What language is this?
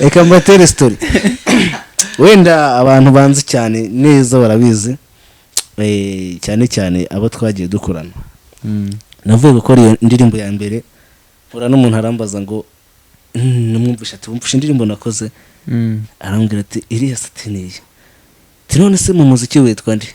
Kinyarwanda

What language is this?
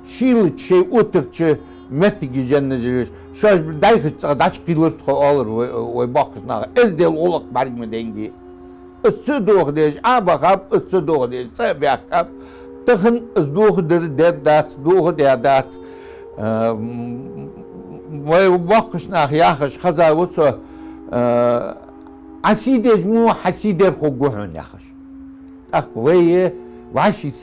Ingush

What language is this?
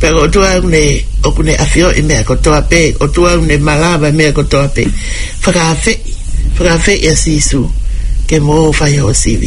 Tongan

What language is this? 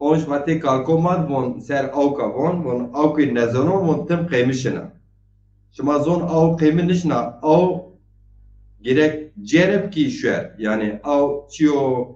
Zaza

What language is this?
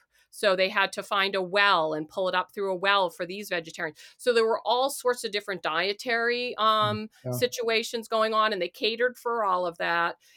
English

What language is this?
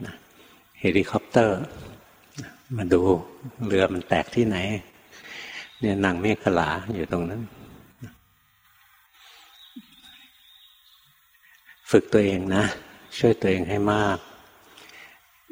Thai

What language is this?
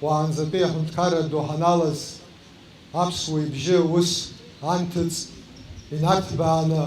Abkhazian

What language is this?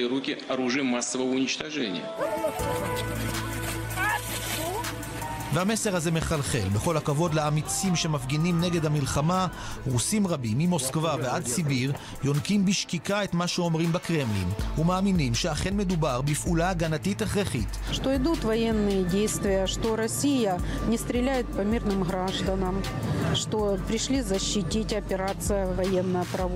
Hebrew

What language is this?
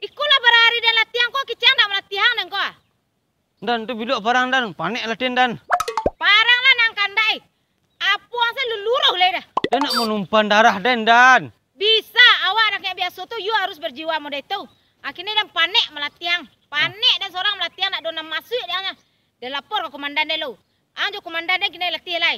Minangkabau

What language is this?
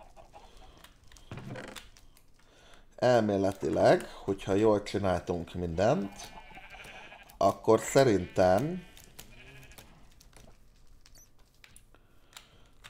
Hungarian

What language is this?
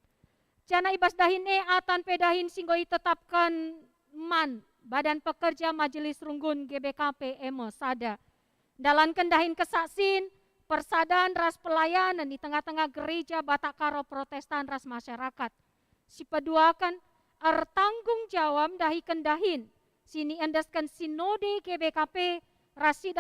Batak Karo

